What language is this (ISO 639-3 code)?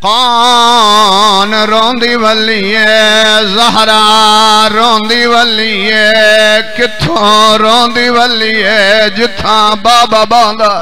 skr